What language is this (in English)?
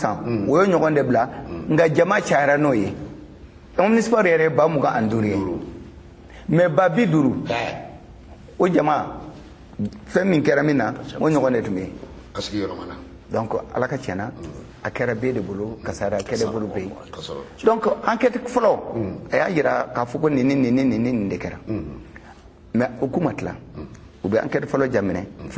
Bambara